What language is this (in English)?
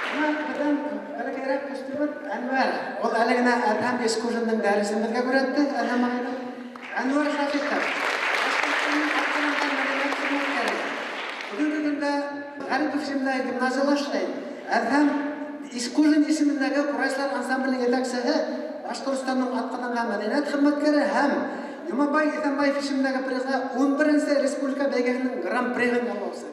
Bashkir